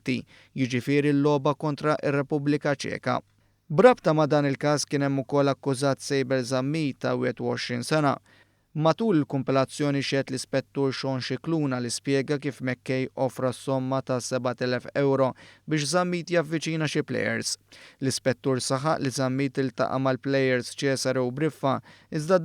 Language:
Maltese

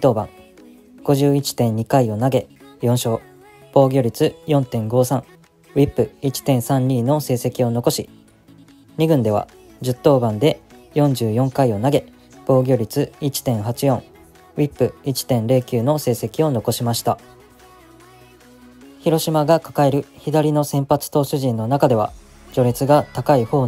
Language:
Japanese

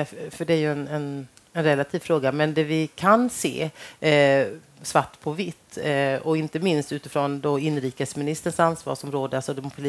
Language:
Swedish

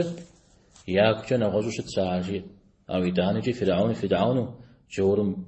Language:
Kabardian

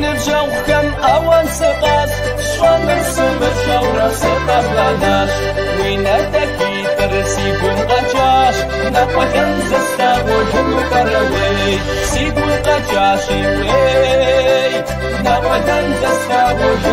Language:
Kabardian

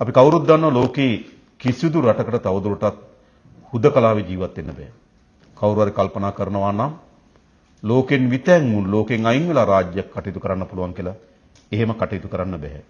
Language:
Sinhala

